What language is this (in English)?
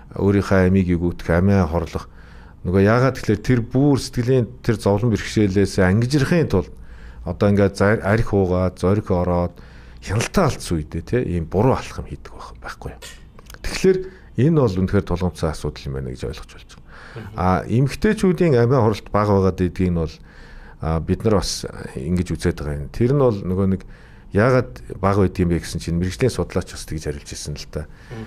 Mongolian